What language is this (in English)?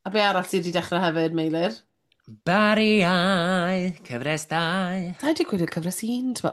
Welsh